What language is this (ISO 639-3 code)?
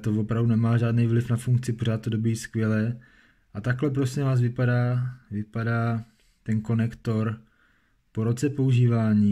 ces